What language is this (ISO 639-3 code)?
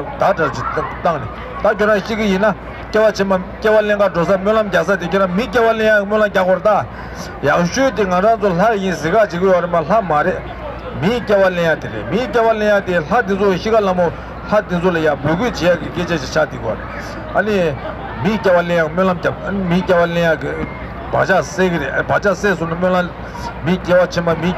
bod